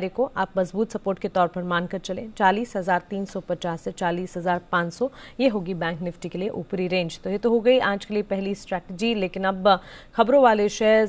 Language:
Hindi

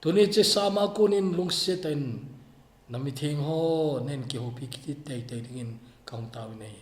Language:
Thado Chin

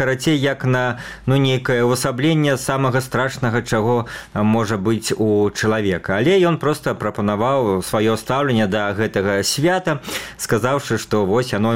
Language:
Belarusian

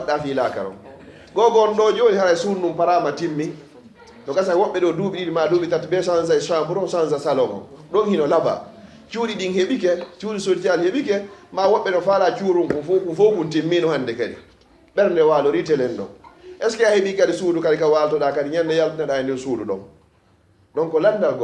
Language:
Fula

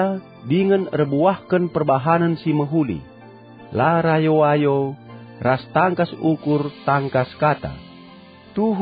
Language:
Batak Karo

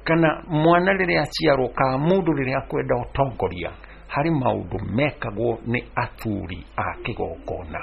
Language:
Kikuyu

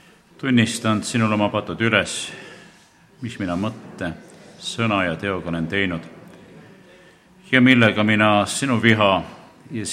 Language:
Estonian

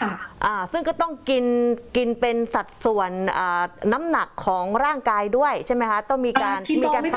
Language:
Thai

